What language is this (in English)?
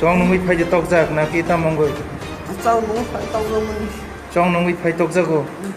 Kok Borok